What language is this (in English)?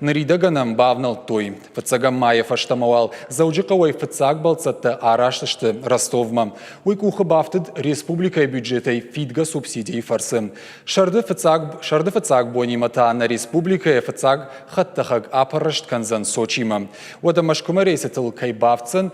Ossetic